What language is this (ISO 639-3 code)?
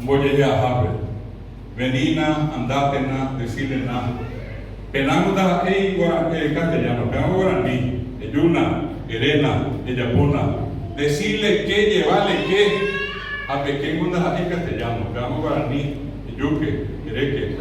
grn